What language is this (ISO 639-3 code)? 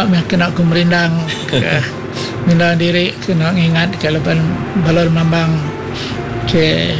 iba